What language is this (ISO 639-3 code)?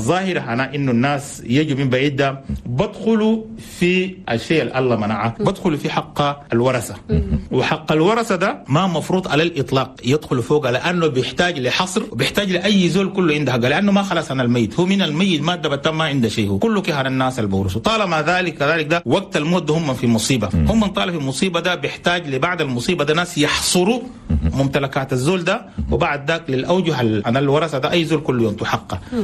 shu